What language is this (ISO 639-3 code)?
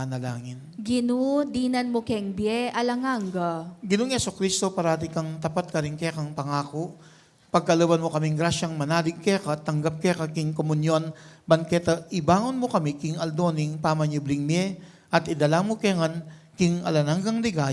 pam